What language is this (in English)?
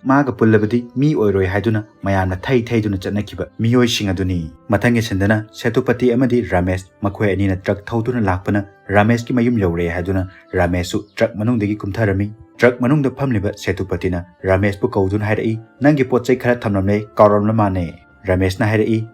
Manipuri